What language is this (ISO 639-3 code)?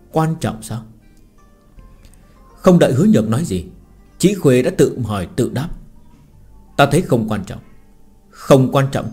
vie